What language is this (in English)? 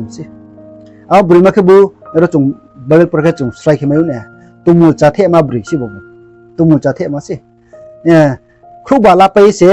Riang (India)